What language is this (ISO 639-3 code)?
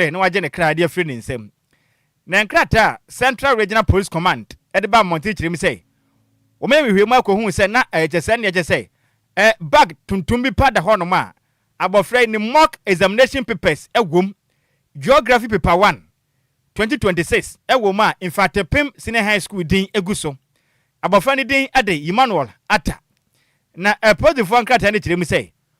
aka